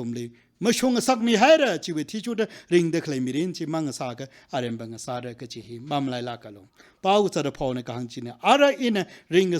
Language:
Tangkhul Naga (India)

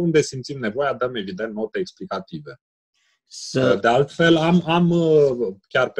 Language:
Romanian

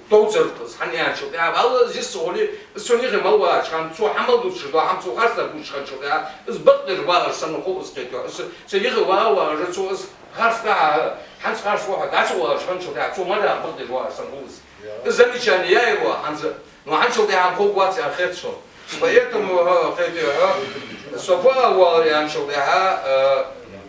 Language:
Ingush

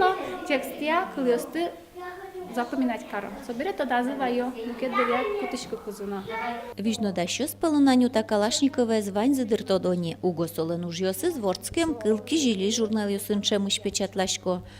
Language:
Udmurt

